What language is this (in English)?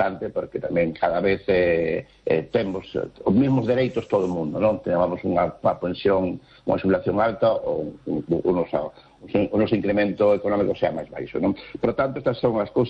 Galician